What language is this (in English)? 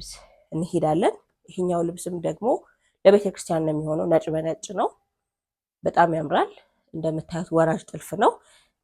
Amharic